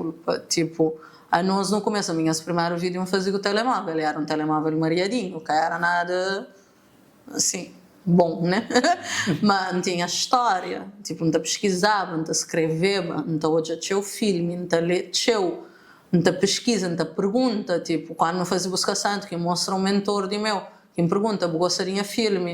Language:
Kabuverdianu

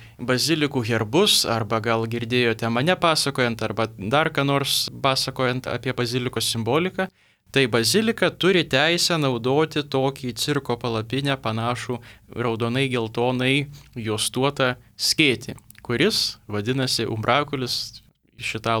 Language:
Lithuanian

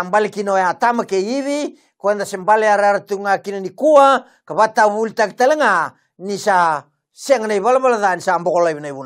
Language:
Fijian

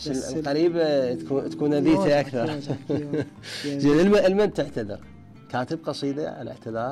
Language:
Mesopotamian Arabic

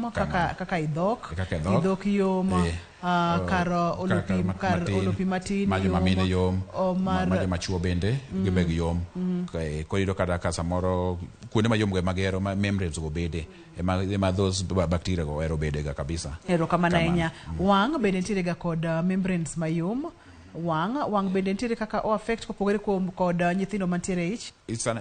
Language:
Luo (Kenya and Tanzania)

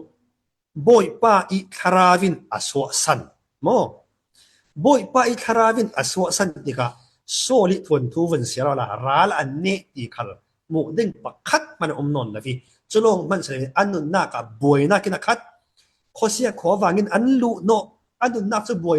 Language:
Falam Chin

